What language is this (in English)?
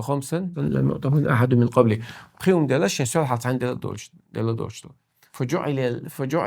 Chechen